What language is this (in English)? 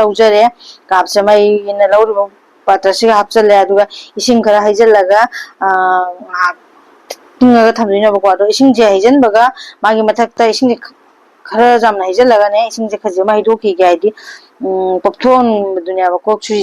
Manipuri